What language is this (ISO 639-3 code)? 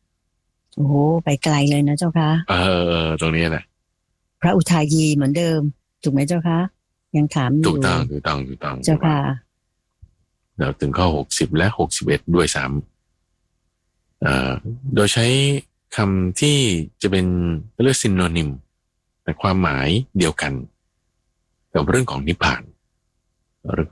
tha